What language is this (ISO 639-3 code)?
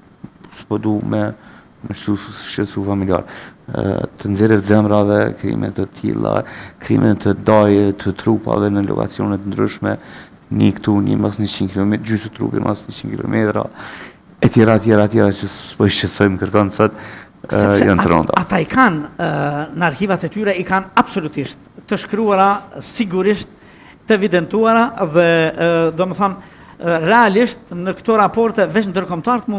sqi